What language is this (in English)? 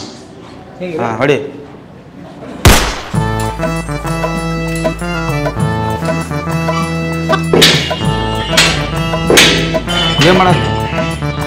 Kannada